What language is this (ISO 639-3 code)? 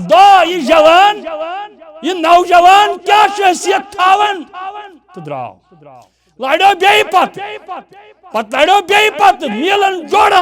kas